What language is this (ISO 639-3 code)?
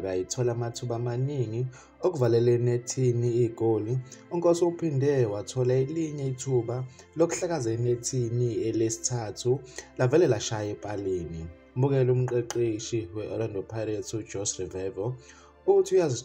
zul